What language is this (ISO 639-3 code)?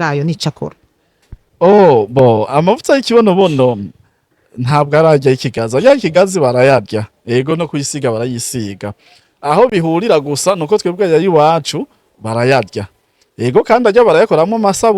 run